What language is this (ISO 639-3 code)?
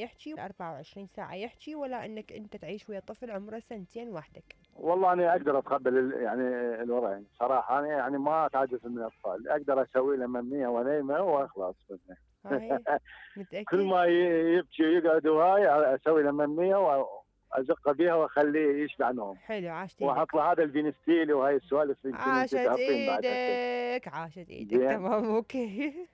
acm